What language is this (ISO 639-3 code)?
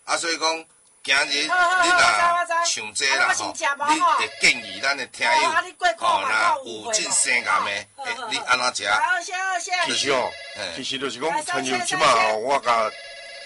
nan